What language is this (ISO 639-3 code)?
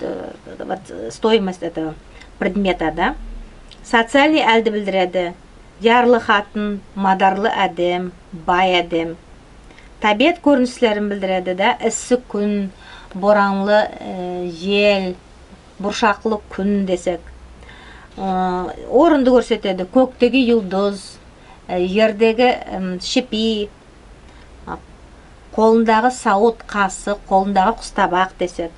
nog